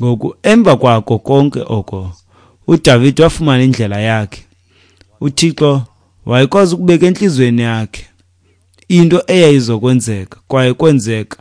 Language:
Xhosa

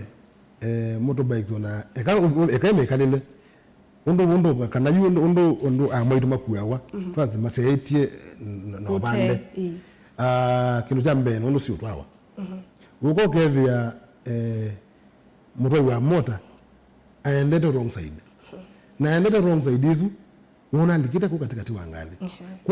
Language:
Kamba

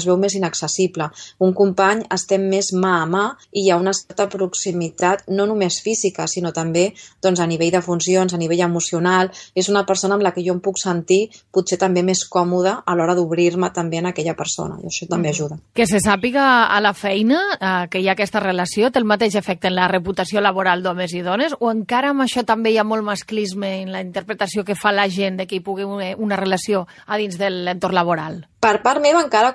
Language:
Catalan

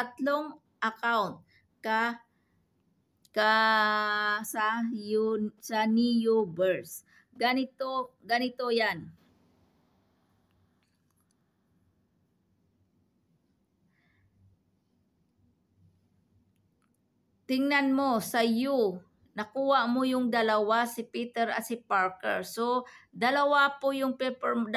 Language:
Filipino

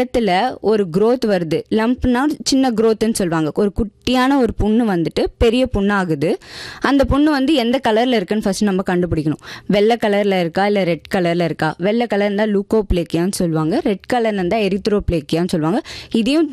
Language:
Tamil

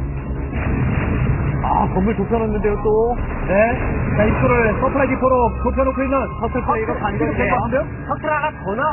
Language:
Korean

